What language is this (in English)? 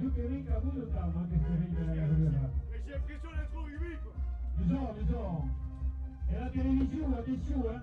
Occitan